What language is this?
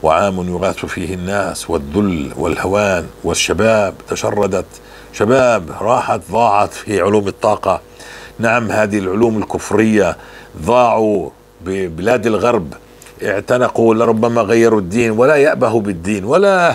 North Levantine Arabic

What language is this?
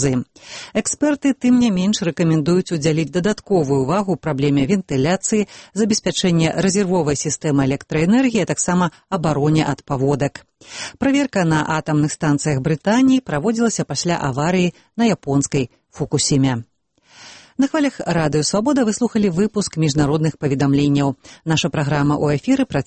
Belarusian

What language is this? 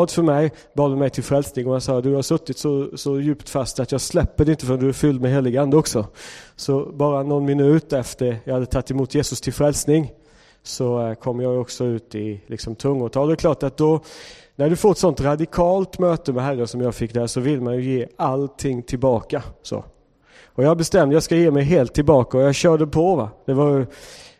Swedish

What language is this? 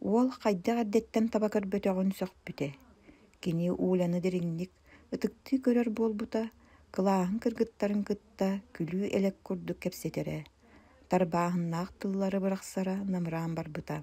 Yakut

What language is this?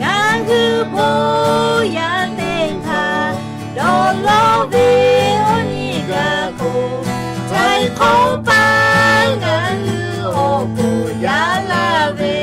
Lahu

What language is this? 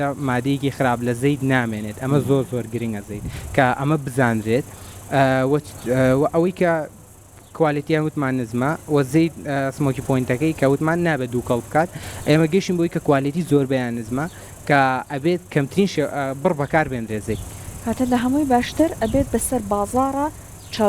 Central Kurdish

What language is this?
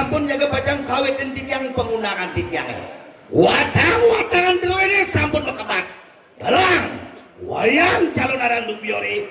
Balinese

